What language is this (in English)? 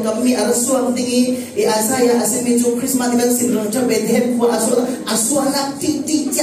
Falam Chin